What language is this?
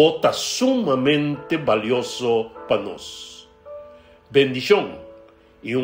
Papiamento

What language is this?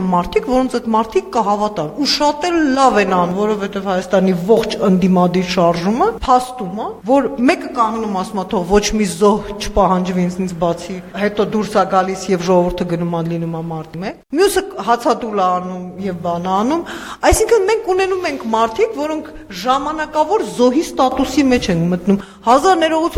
Armenian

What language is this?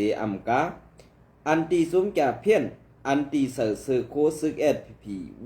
Shan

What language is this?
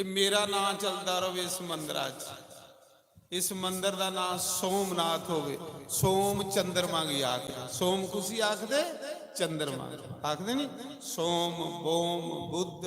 Dogri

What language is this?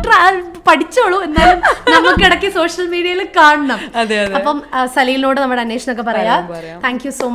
Malayalam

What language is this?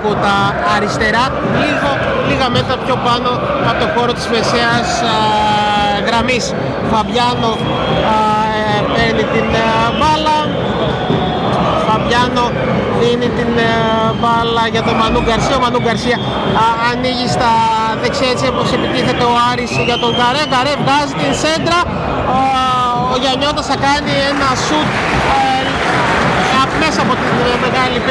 Greek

